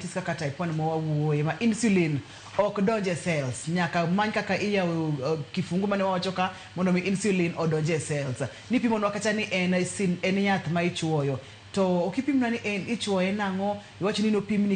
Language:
Luo (Kenya and Tanzania)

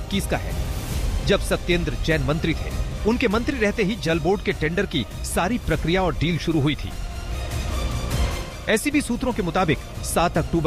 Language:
Hindi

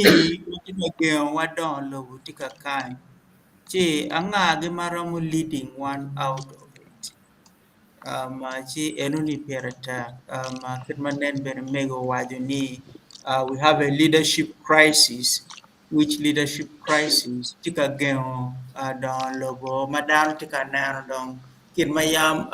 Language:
Acoli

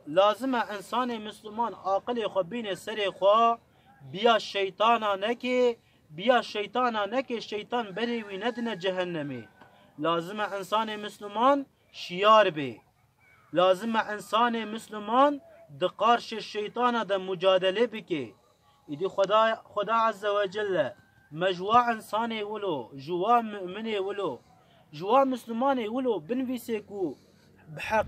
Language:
Kurdish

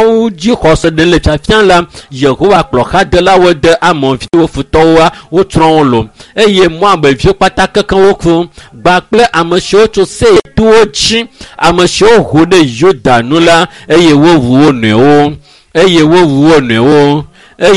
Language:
Ewe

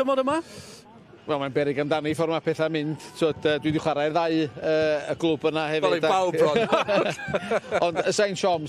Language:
Welsh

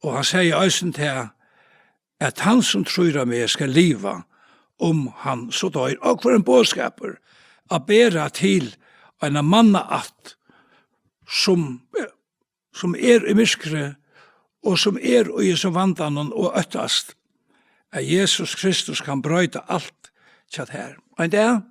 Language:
Faroese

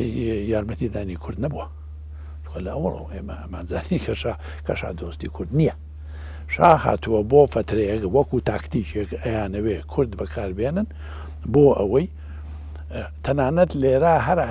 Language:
Central Kurdish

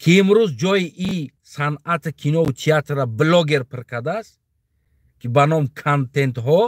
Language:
Tajik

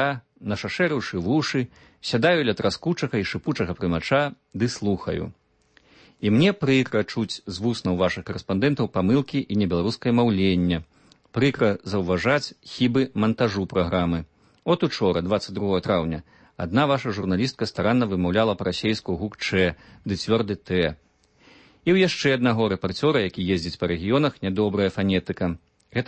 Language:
Belarusian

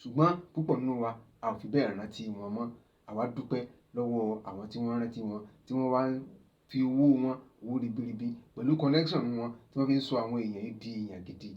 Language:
Yoruba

